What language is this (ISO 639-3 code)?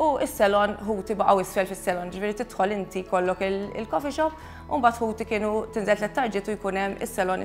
mlt